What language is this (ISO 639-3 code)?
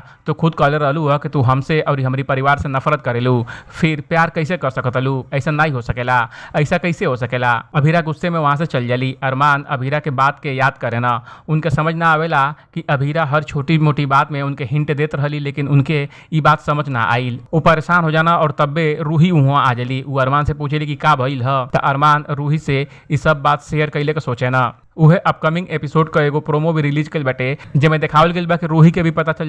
bho